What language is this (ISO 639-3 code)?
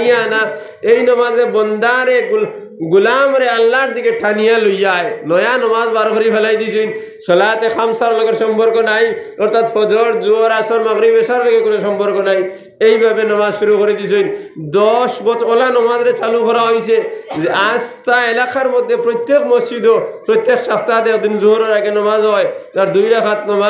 syl